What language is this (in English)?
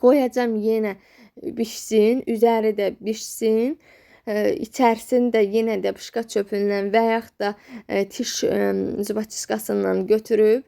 Azerbaijani